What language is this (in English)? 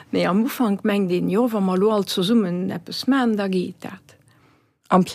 Luxembourgish